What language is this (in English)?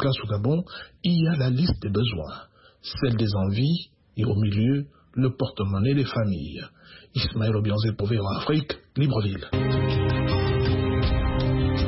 French